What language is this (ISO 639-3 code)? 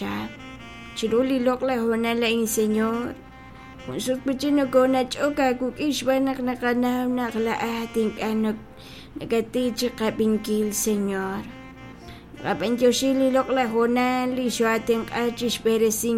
kek